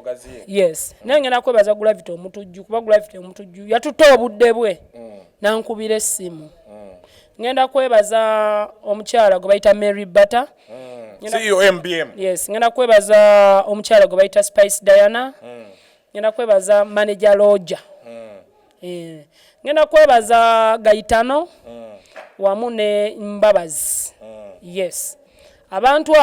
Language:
Ganda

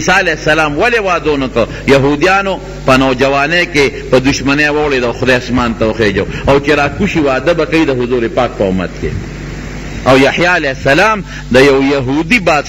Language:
Pashto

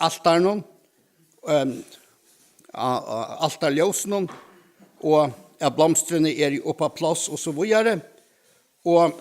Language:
Faroese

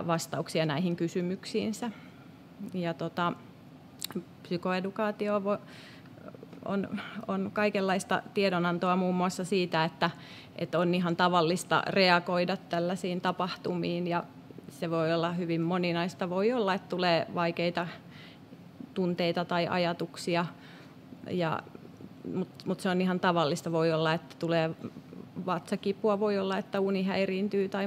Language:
Finnish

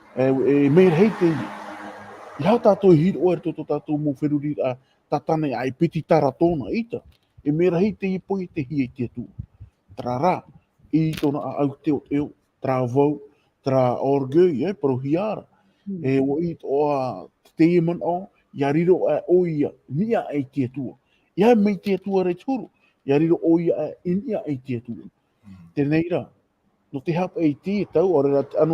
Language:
Tahitian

